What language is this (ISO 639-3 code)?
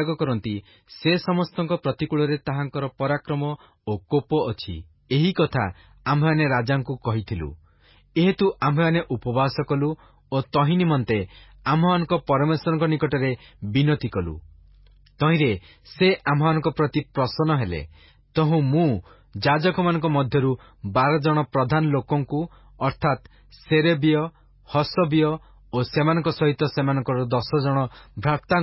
ori